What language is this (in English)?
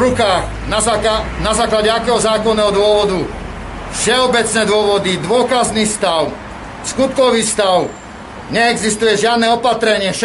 Slovak